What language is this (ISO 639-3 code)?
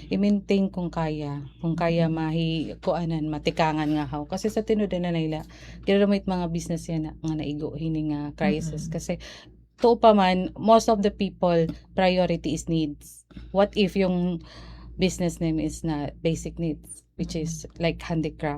war